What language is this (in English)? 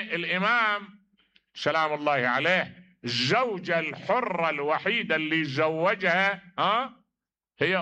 Mesopotamian Arabic